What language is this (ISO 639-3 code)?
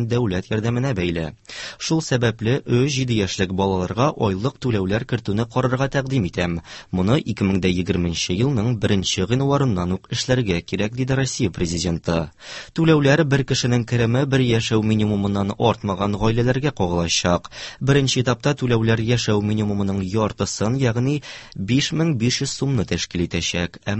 tat